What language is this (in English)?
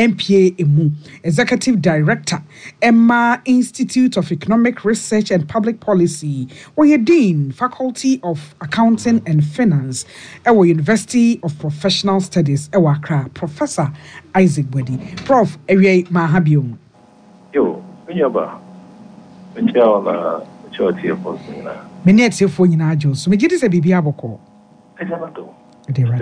Akan